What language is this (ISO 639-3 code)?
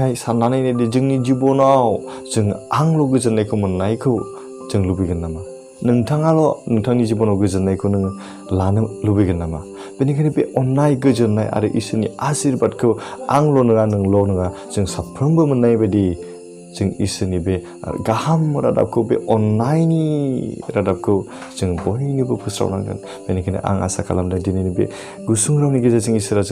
brx